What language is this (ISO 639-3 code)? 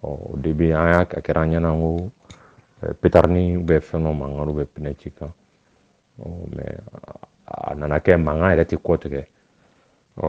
bam